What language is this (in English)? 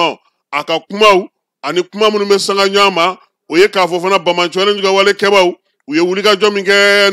Bambara